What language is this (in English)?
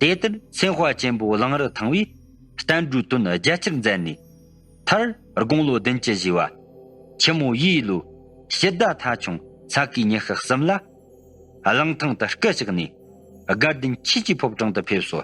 Tibetan